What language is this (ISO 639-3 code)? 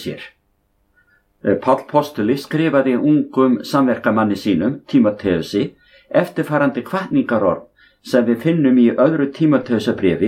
isl